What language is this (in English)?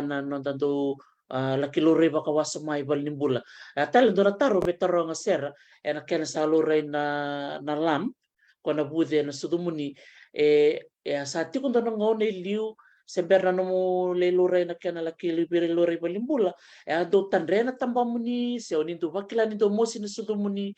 Fijian